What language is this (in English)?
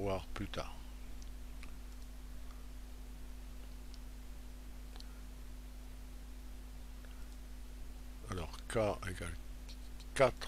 French